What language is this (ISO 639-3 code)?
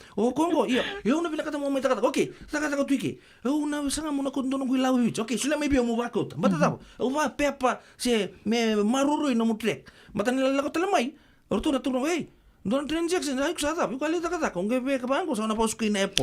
fij